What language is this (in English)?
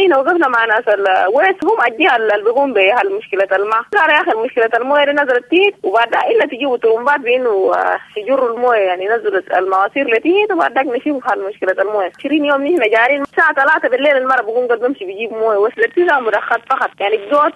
Sudanese Arabic